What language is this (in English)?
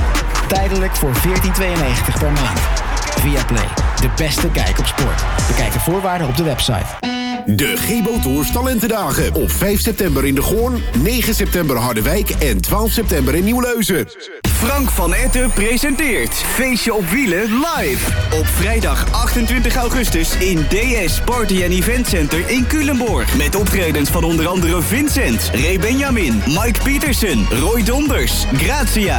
Dutch